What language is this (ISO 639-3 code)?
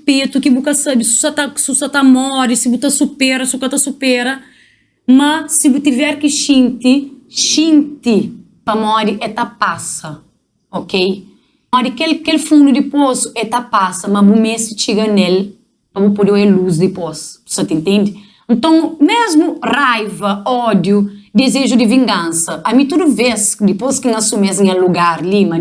kea